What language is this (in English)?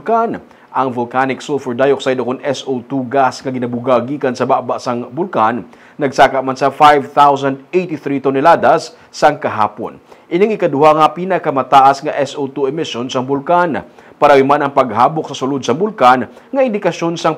Hiligaynon